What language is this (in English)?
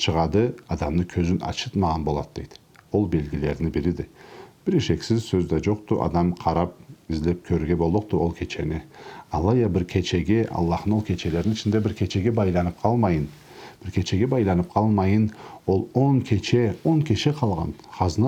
Karachay-Balkar